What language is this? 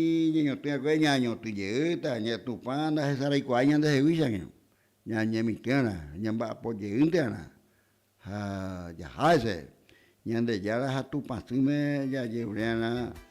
Guarani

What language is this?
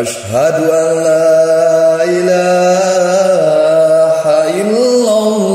Minangkabau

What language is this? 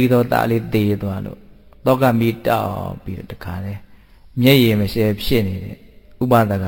Burmese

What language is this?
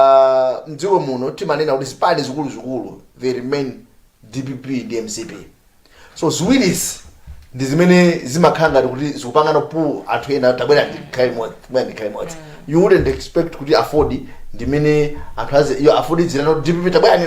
Nyanja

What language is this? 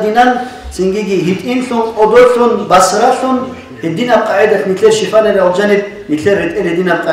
Avaric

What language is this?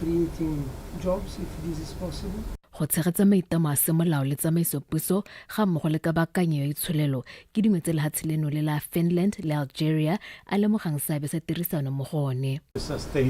Tswana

